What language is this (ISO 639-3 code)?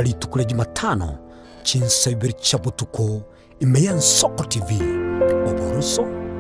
guz